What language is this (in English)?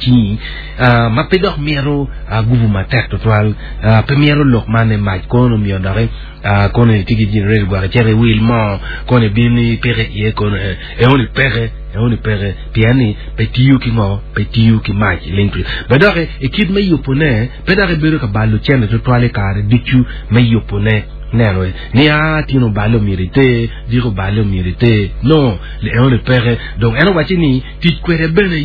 Acoli